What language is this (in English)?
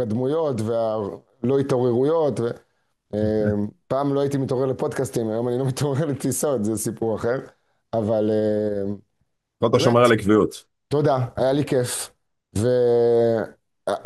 Hebrew